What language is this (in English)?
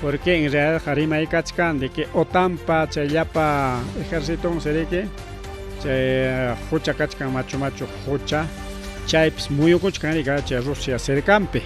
Ayacucho Quechua